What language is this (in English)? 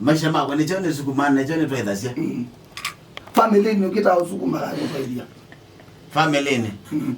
Kamba